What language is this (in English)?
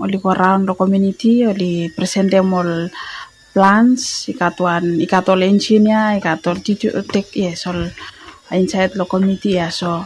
Bislama